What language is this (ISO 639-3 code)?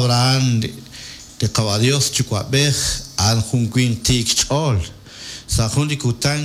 kek